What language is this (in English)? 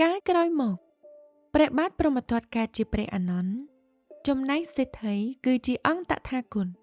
Khmer